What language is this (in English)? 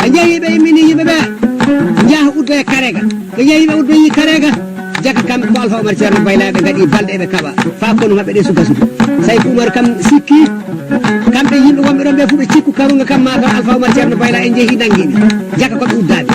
Fula